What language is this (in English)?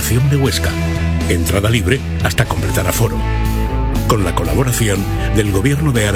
Spanish